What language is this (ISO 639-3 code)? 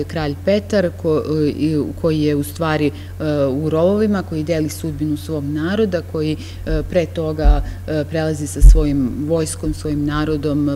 srp